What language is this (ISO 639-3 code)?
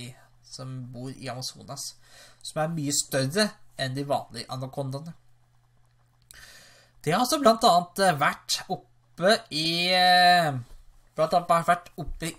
nor